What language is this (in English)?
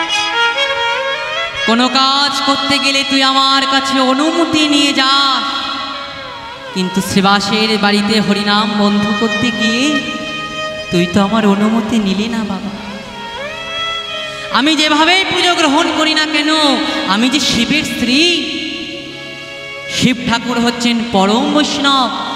Bangla